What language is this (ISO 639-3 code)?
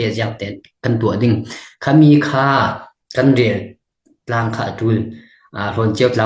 cfm